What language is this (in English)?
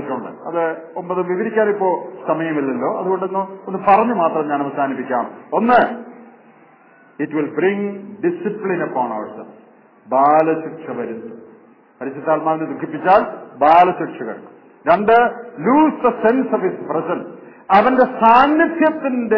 Malayalam